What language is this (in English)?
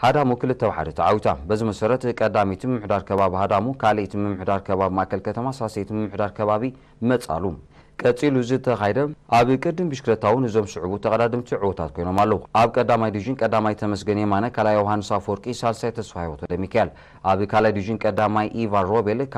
Tigrinya